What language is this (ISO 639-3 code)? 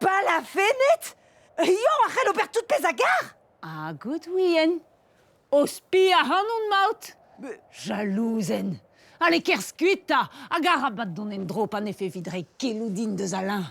bre